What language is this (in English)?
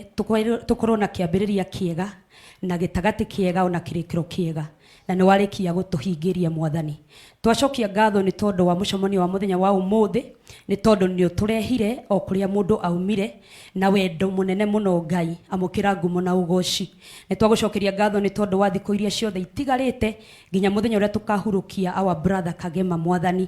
Kikuyu